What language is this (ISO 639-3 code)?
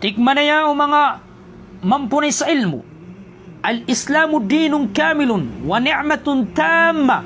mrw